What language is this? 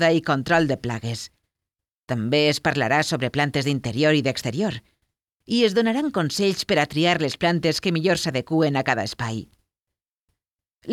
Catalan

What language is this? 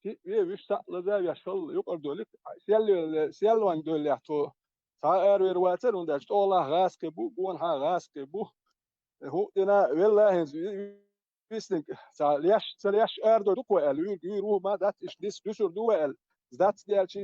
Chechen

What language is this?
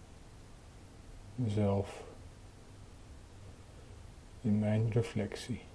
Dutch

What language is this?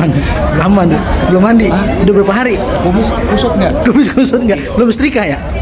Betawi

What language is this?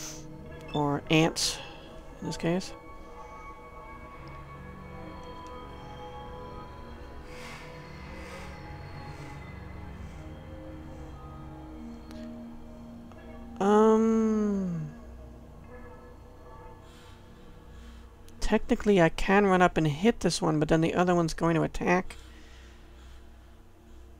English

